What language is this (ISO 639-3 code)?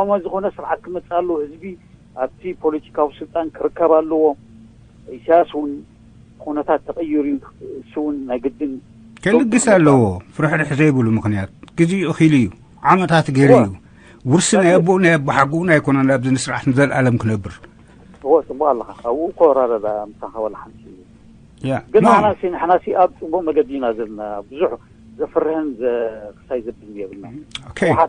tir